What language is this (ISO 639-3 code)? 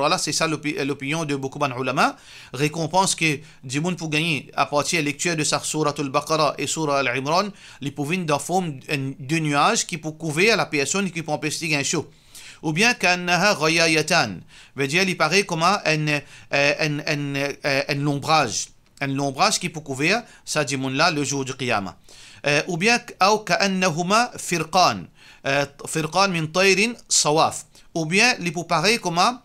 mfe